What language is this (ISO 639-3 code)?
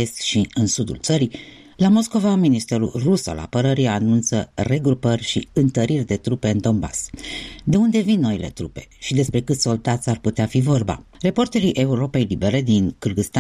ron